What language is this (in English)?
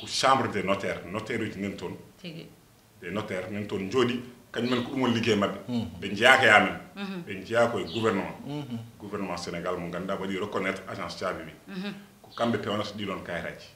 Fula